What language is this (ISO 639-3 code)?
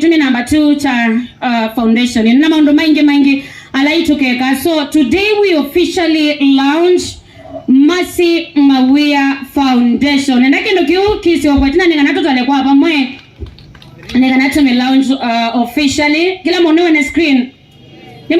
kam